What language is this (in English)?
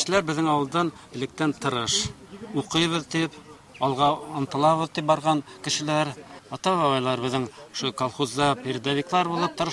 Bashkir